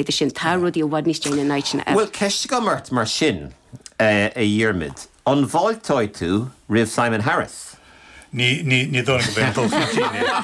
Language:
Irish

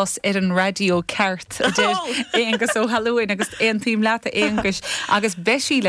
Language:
Irish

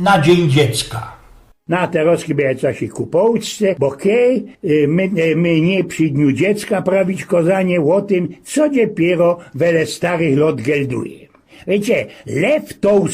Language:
Silesian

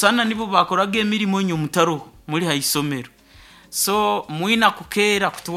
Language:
Nyoro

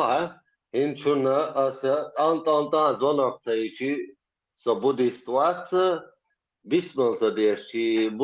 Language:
Chechen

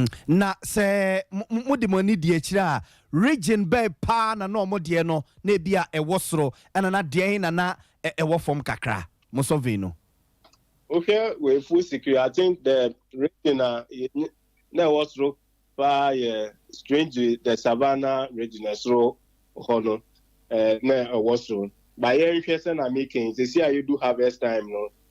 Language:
Akan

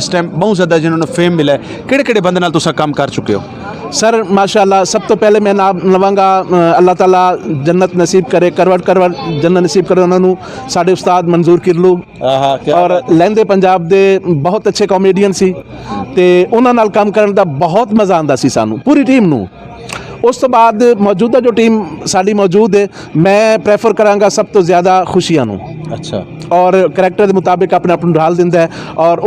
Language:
Western Panjabi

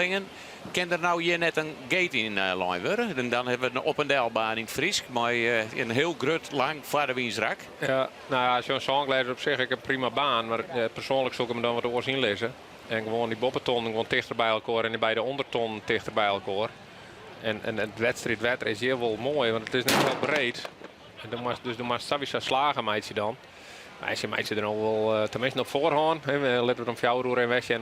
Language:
Western Frisian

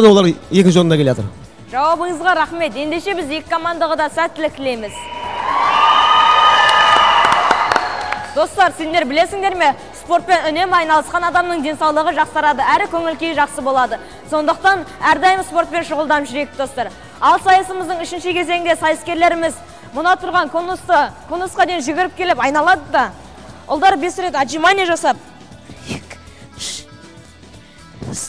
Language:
Kazakh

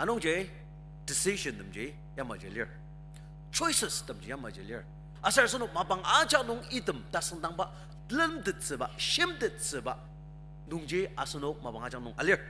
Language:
Ao Naga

